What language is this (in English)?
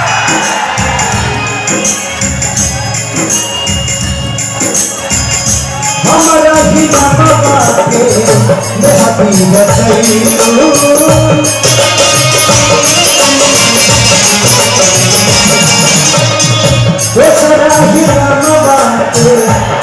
Bhojpuri